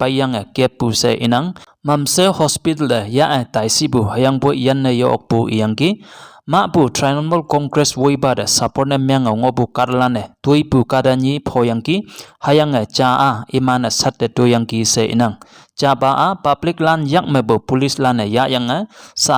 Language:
Konyak Naga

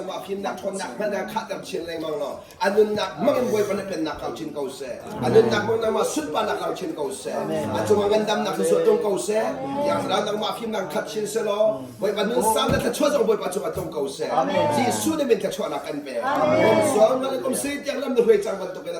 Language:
Hakha Chin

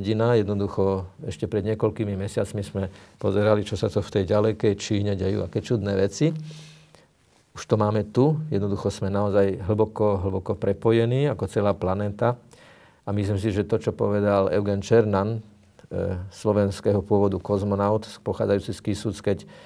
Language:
Slovak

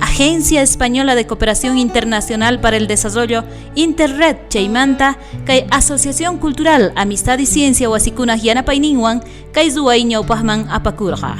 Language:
South Bolivian Quechua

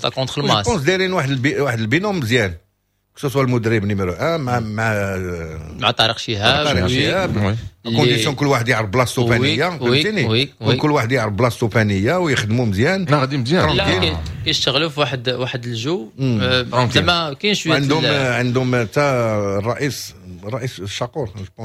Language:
Moroccan Arabic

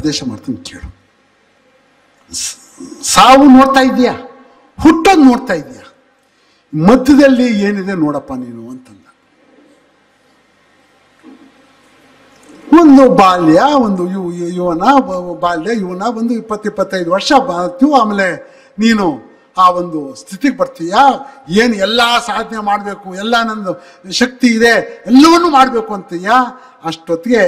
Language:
Kannada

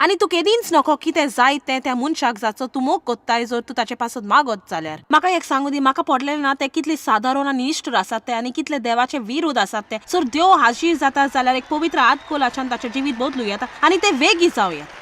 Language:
Konkani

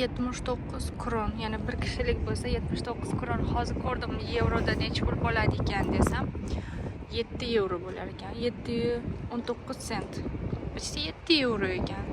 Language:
Uzbek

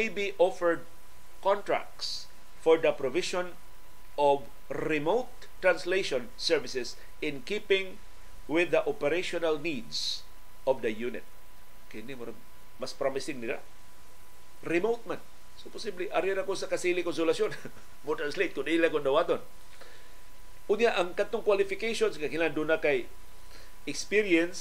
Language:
Cebuano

